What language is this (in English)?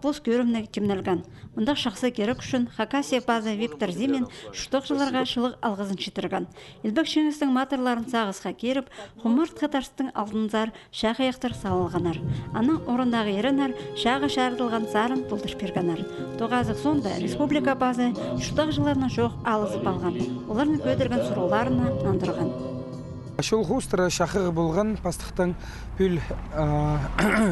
Khakas